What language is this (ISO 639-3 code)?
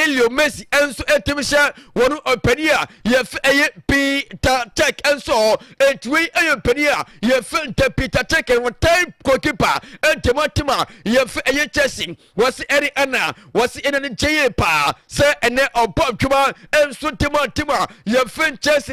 aka